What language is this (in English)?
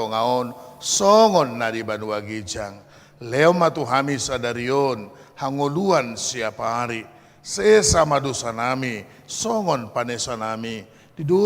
Batak Toba